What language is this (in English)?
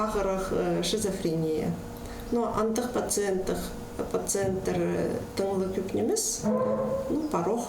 Khakas